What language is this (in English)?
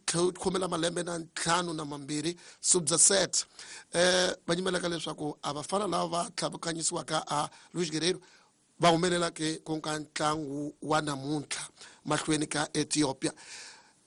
Tsonga